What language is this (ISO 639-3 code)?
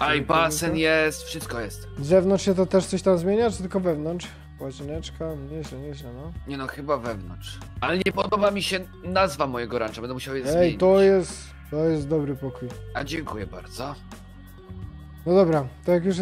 pol